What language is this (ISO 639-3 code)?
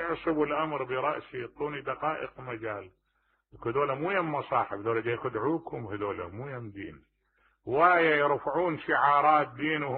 acm